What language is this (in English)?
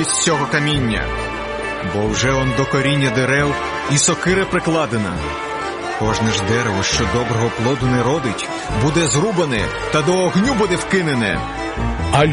Ukrainian